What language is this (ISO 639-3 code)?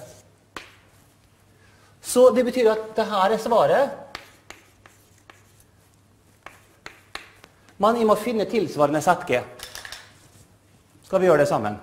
nor